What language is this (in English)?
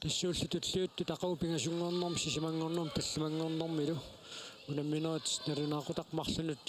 Kalaallisut